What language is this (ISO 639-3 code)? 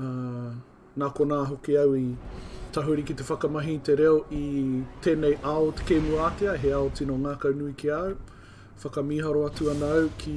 mri